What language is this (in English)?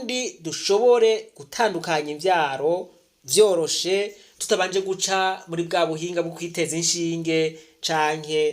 Rundi